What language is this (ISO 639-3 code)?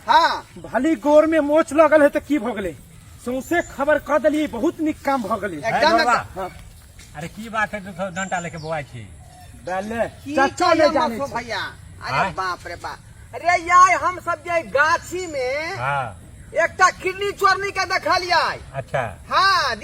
mai